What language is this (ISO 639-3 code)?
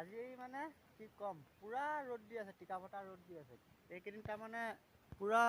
asm